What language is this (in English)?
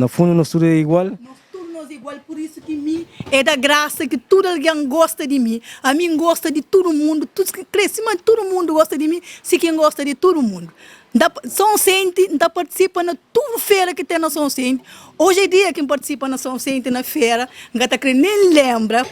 Kabuverdianu